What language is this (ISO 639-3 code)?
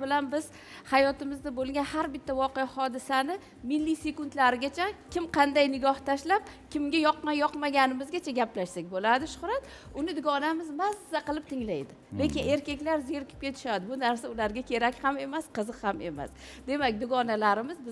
uzb